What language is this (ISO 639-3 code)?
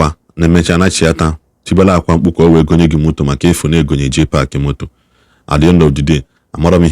ibo